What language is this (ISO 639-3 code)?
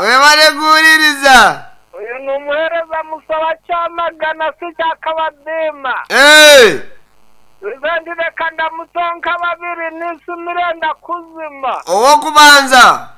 nyn